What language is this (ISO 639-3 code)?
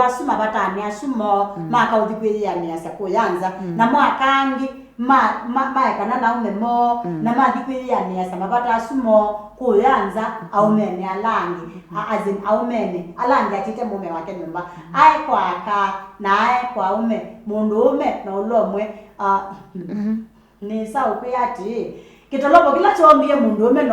kam